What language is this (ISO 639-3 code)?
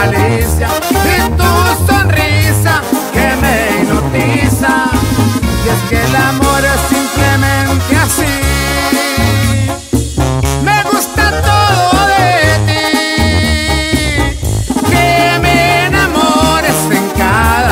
spa